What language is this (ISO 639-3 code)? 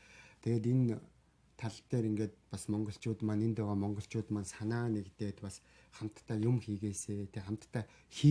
mon